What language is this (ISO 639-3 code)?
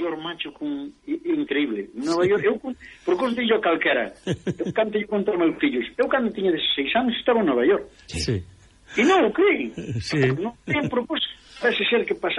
glg